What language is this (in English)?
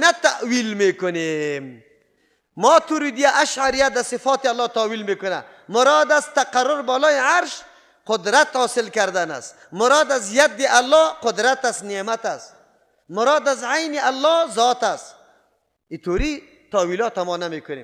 Persian